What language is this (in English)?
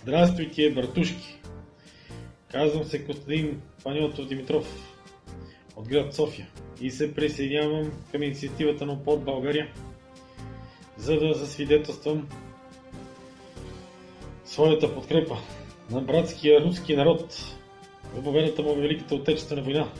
Bulgarian